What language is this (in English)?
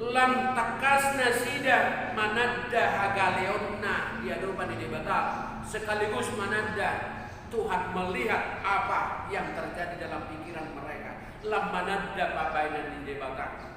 Batak Toba